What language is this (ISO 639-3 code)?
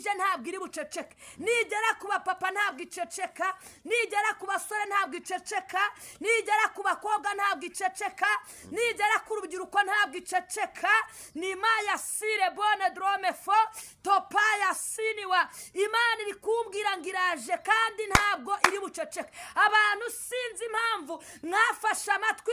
kin